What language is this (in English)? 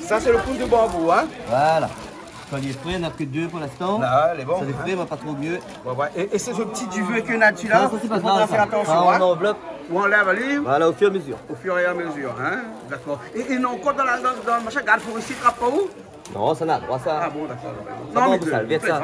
Réunion Creole French